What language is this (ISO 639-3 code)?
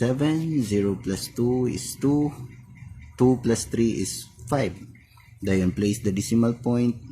ceb